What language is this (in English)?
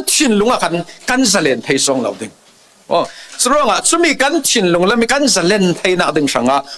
Falam Chin